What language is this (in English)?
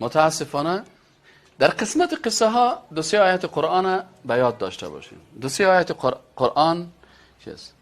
Persian